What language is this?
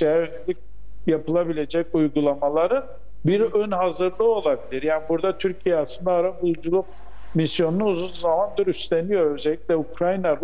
Turkish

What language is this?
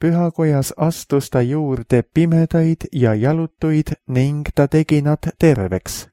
Estonian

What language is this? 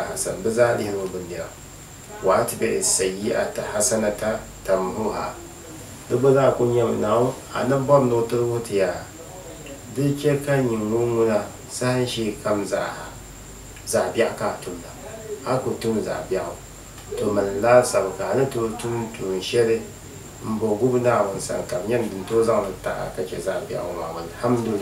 Dagbani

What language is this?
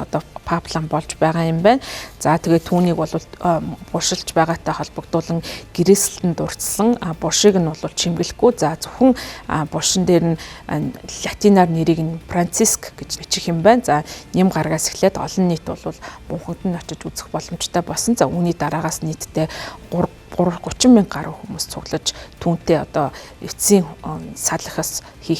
Mongolian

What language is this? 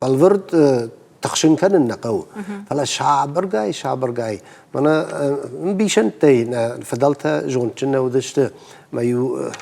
Ossetic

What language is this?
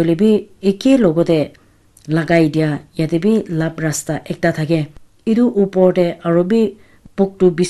Naga Pidgin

